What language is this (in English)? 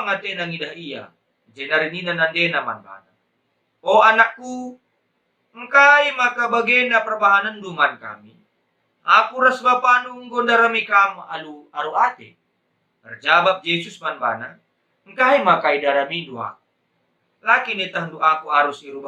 Batak Karo